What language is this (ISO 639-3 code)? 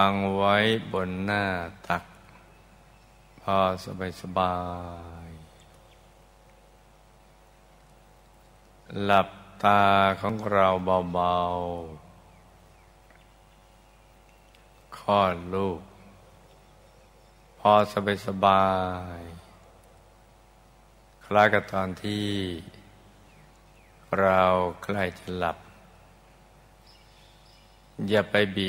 tha